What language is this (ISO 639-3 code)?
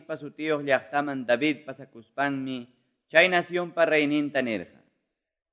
que